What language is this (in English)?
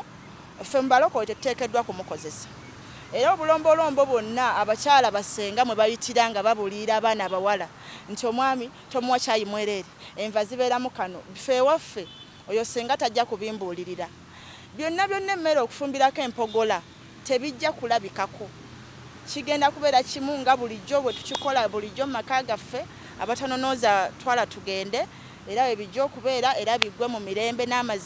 Ganda